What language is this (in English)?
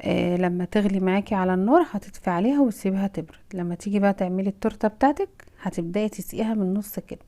Egyptian Arabic